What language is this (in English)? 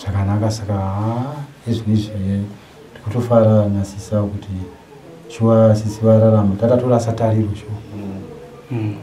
Shona